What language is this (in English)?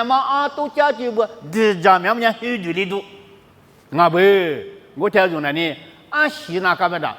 Lisu